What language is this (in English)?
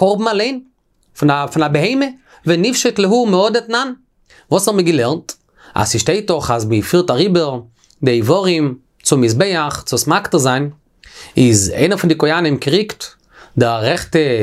Yiddish